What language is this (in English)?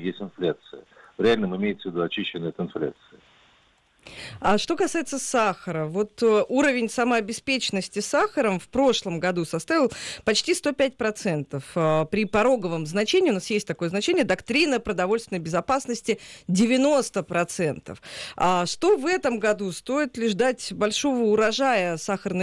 Russian